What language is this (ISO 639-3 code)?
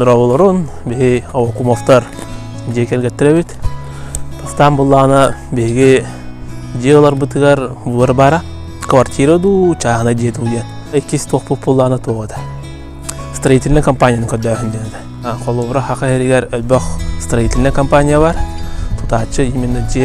sah